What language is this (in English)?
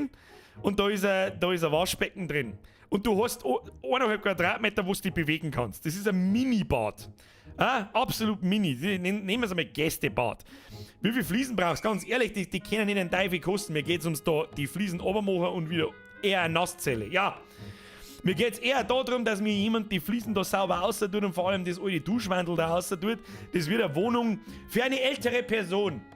Bavarian